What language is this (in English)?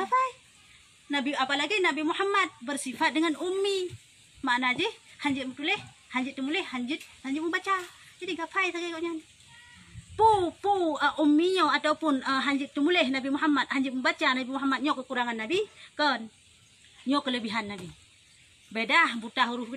Achinese